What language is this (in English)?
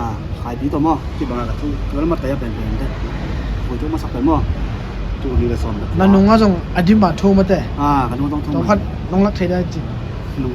Tedim Chin